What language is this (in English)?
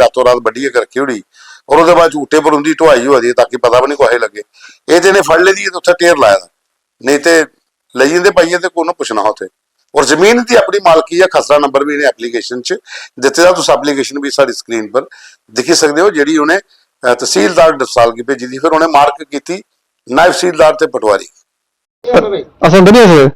Dogri